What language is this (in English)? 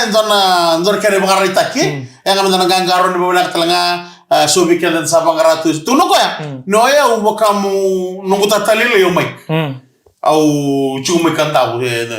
Fijian